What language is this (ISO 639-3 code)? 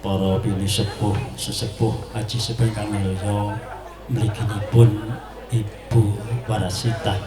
jav